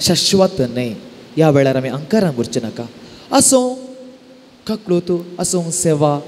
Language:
Konkani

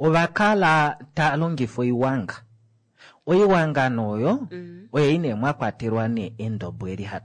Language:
Kuanyama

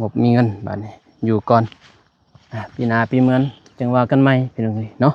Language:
Lao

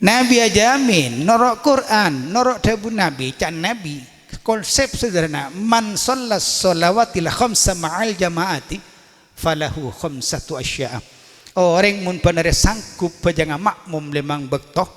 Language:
Madurese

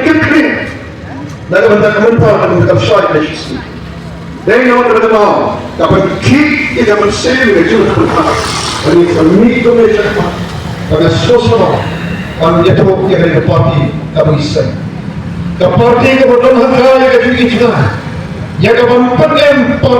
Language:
Khasi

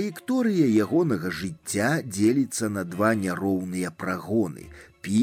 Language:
Belarusian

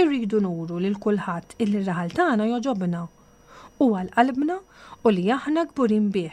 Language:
Maltese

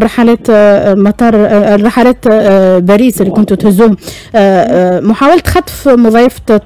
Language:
Tunisian Arabic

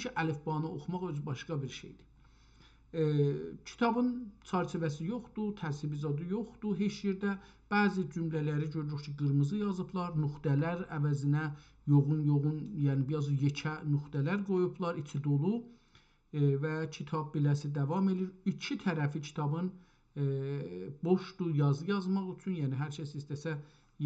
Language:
South Azerbaijani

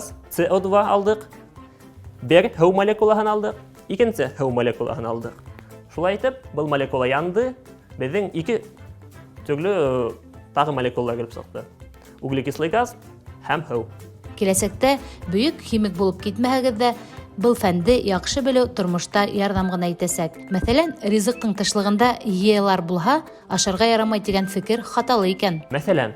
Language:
Bashkir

